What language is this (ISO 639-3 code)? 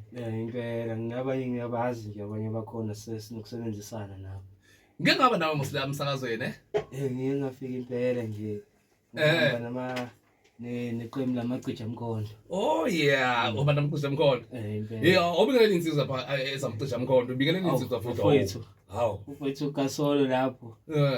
zul